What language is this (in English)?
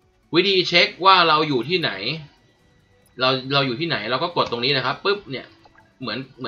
Thai